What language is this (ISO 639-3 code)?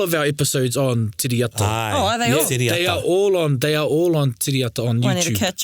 mri